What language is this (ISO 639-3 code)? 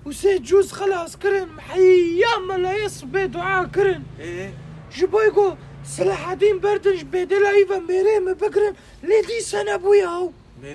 kur